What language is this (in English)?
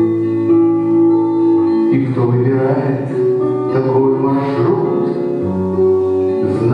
Russian